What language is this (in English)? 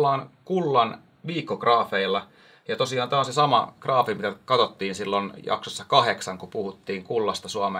Finnish